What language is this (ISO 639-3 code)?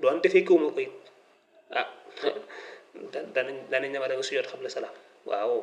wol